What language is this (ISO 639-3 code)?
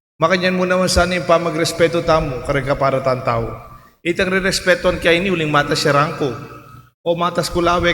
pam